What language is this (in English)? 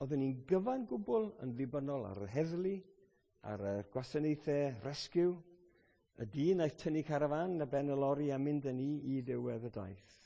Welsh